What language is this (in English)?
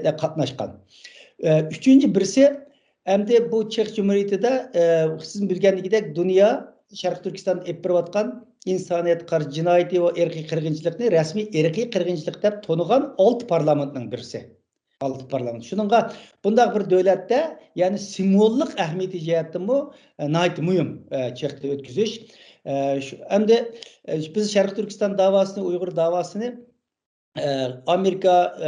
Uyghur